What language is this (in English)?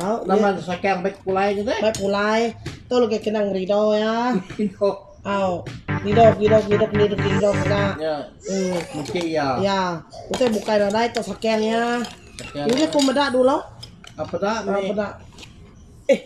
Iban